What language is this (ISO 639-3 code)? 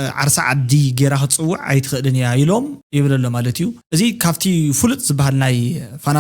tir